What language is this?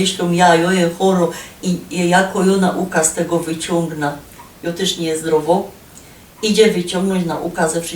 Silesian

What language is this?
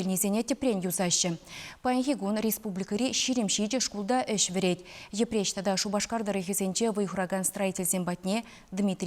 Chuvash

